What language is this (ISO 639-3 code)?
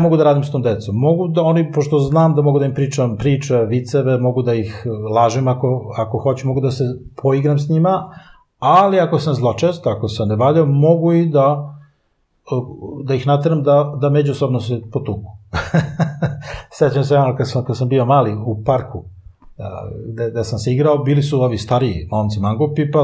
srp